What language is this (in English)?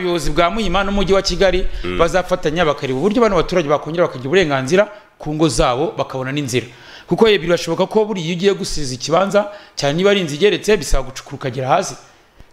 Kinyarwanda